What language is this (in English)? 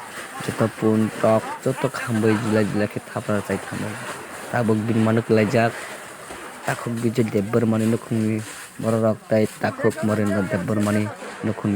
Kok Borok